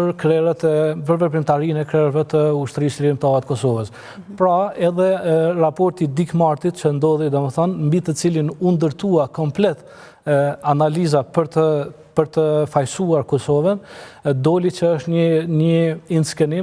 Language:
Albanian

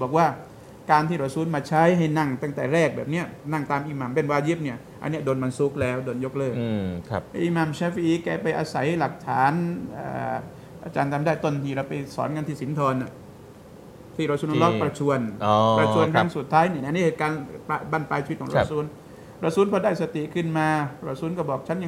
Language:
Thai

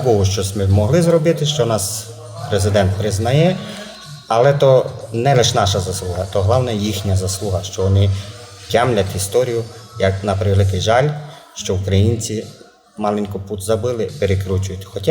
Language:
Rusyn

